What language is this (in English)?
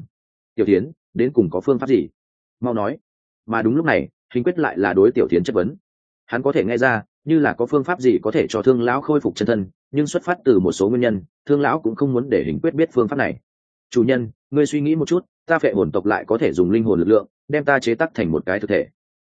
Vietnamese